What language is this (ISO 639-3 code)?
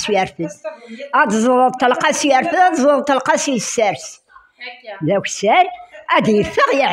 kab